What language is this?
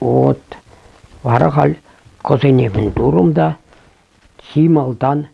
Chuvash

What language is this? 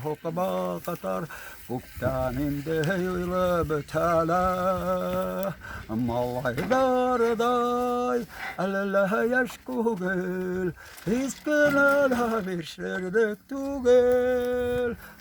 Bashkir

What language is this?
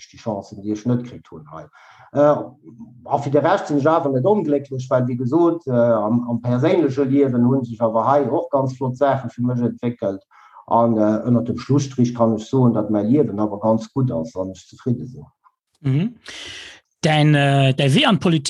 Luxembourgish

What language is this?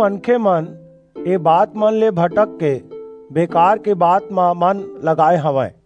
Chhattisgarhi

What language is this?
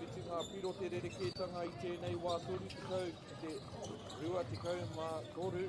Māori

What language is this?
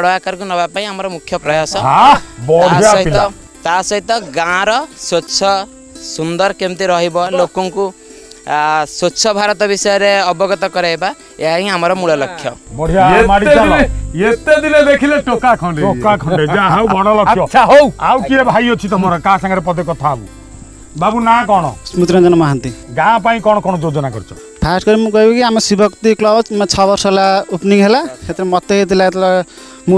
Odia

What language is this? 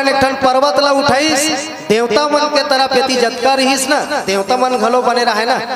Chhattisgarhi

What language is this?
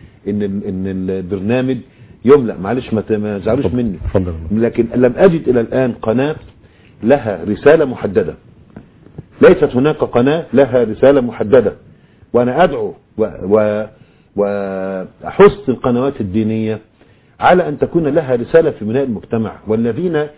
Arabic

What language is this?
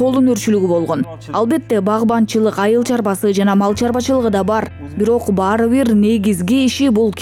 Kyrgyz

